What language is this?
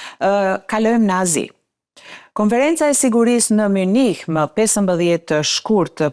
Albanian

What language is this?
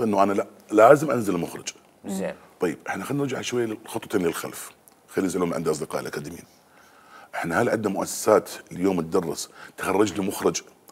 Mesopotamian Arabic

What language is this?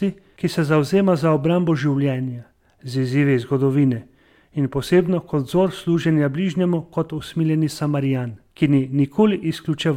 Slovenian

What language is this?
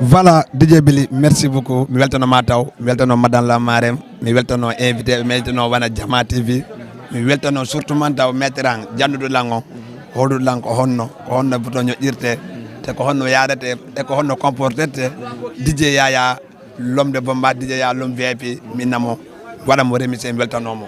Fula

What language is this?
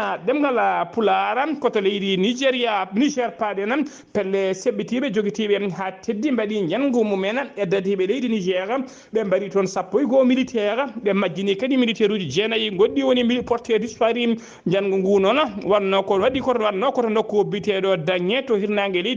Fula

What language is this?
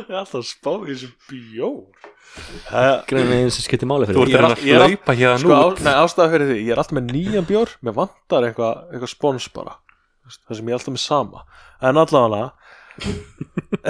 Icelandic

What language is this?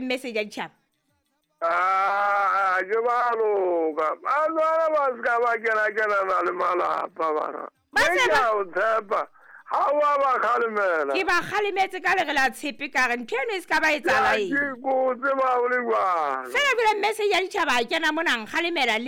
Southern Sotho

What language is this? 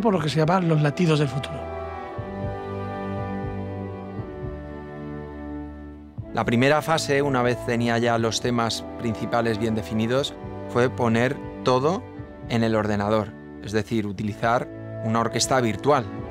Spanish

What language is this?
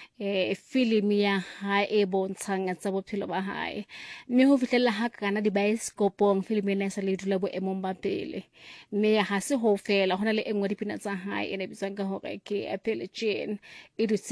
Southern Sotho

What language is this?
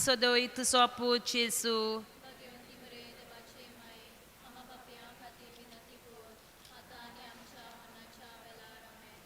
Konkani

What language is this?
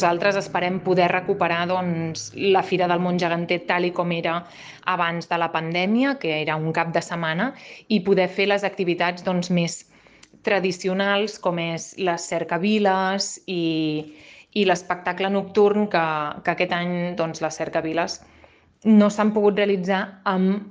Catalan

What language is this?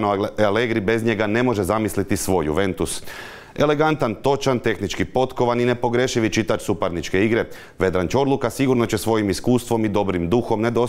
Croatian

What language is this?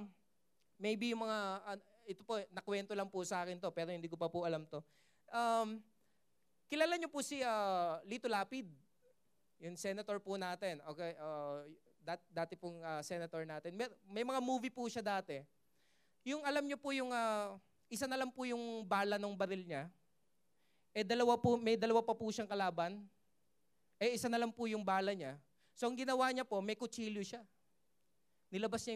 Filipino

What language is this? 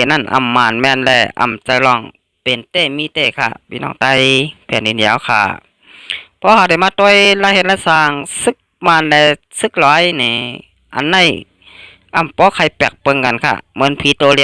Shan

